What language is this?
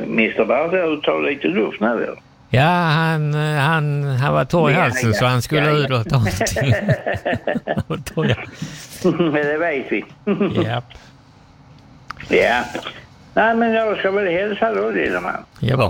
Swedish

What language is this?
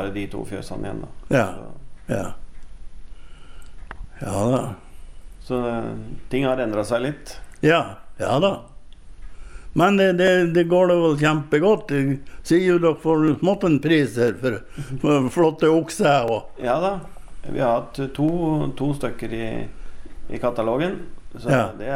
Norwegian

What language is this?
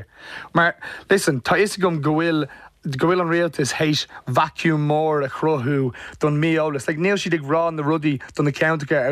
Irish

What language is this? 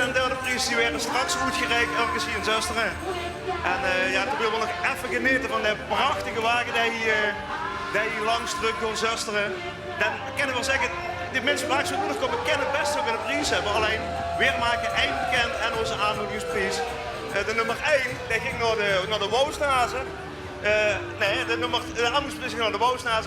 Limburgish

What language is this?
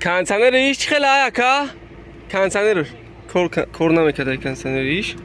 Tajik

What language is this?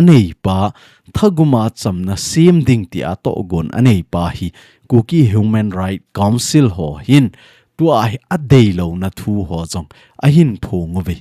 Thado Chin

